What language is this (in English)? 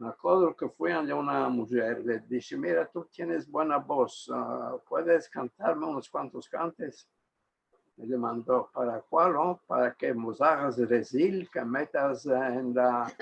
Ladino